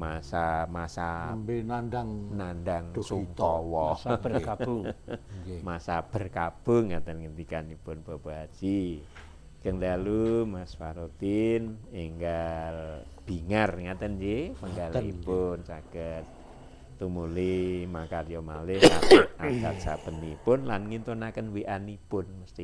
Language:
Javanese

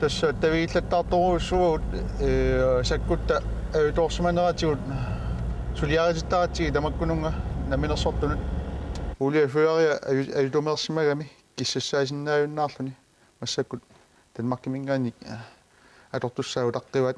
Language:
Kalaallisut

